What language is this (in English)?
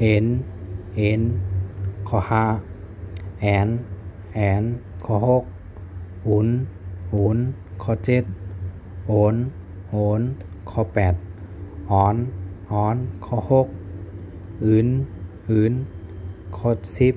Shan